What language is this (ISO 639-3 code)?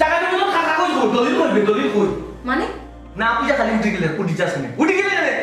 syl